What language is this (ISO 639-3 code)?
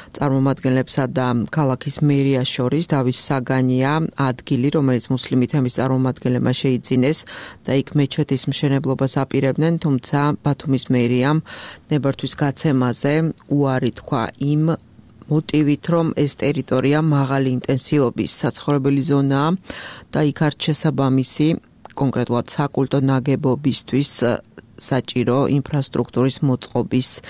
kat